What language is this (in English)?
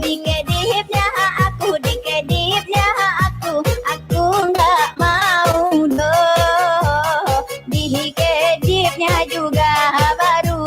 Minangkabau